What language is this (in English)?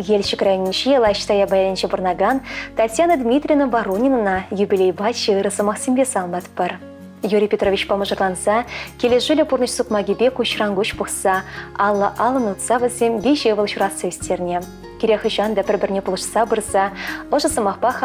Chuvash